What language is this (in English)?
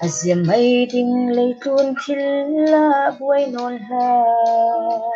Falam Chin